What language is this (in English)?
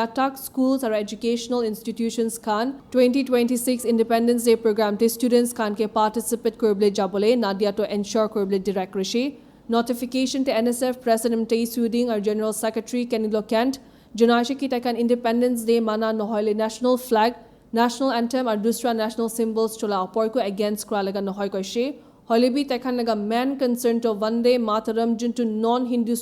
Naga Pidgin